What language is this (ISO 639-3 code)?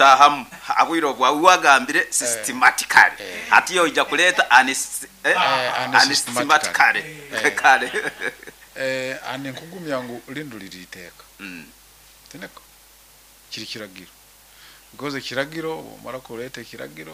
nyo